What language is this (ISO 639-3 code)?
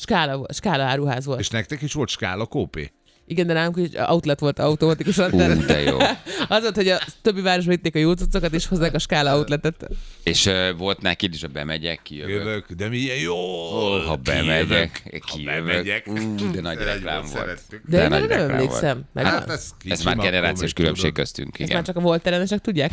hun